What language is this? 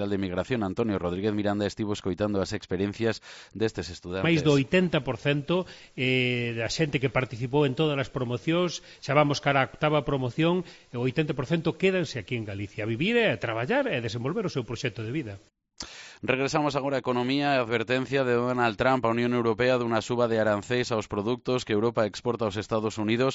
Galician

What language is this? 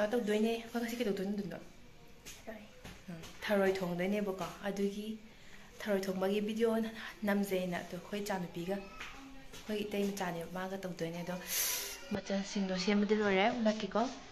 Manipuri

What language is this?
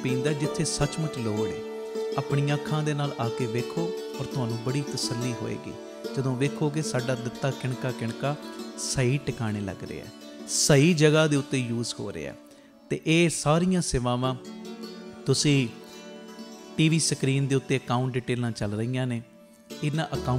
Punjabi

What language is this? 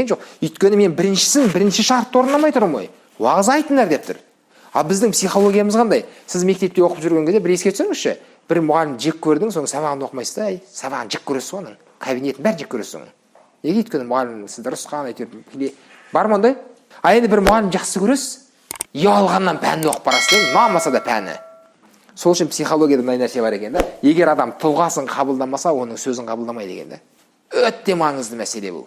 Kazakh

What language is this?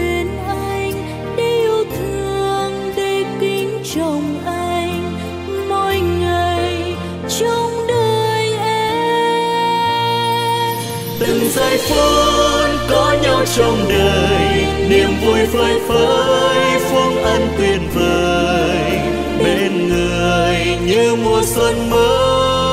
Vietnamese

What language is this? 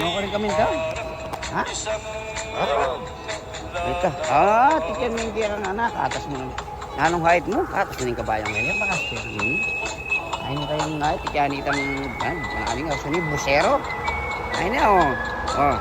Pampanga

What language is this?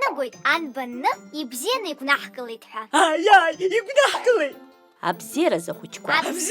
Abkhazian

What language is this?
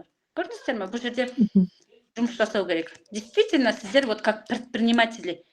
Kazakh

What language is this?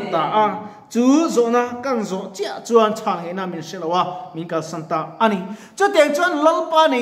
Mizo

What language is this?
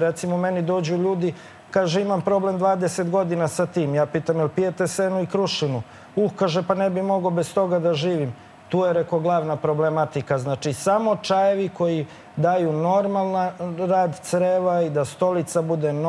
Serbian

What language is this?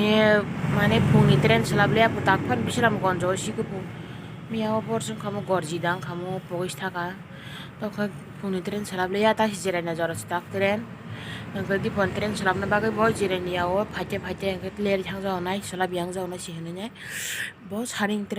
Kok Borok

